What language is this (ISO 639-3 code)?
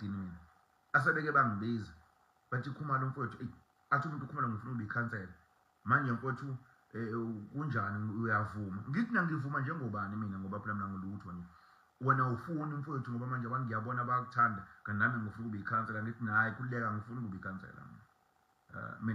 zul